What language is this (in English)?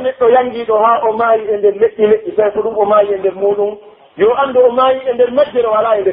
Pular